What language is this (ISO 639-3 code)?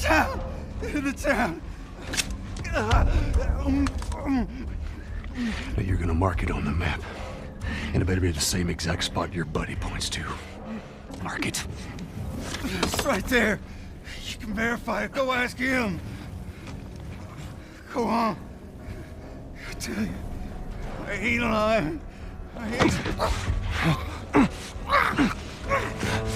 eng